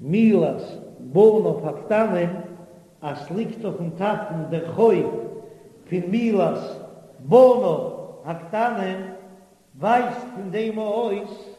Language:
Yiddish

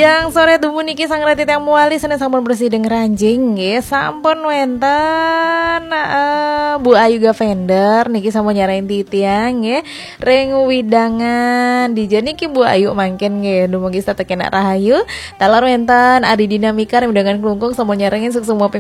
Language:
Balinese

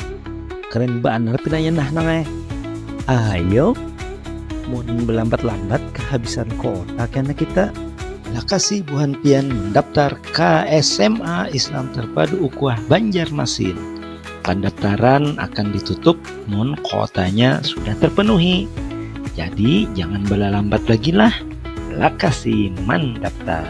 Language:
Banjar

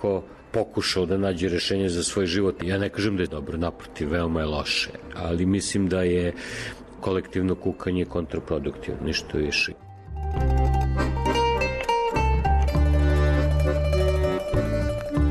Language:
Serbian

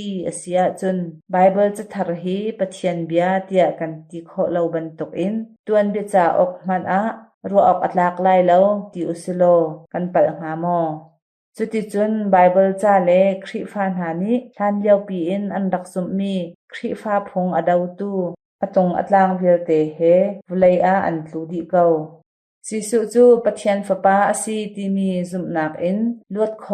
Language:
Hakha Chin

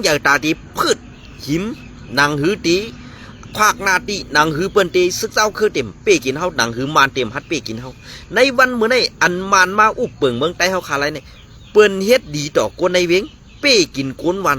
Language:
Shan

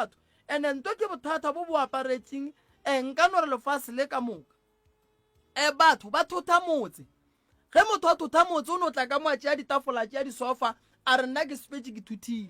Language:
Northern Sotho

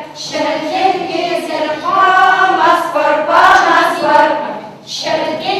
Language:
Chuvash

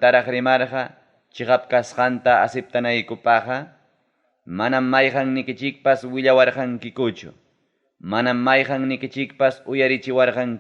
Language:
Ayacucho Quechua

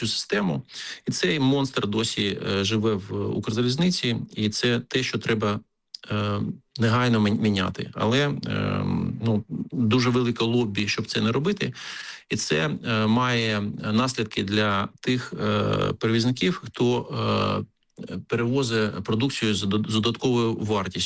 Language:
Ukrainian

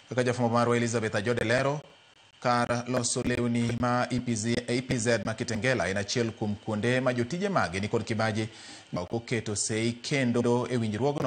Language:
Luo (Kenya and Tanzania)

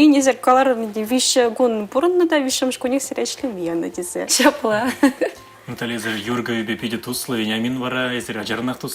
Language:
Chuvash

